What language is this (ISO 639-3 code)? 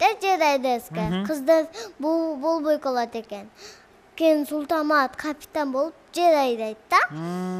kir